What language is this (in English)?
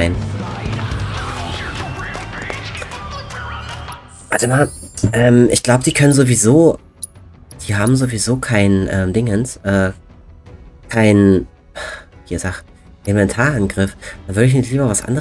German